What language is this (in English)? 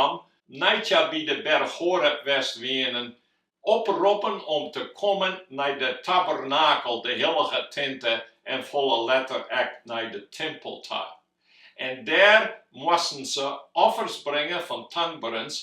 Western Frisian